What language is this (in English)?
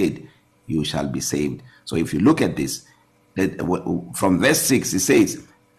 English